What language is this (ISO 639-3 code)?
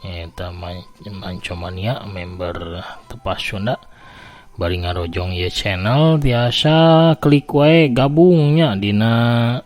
sun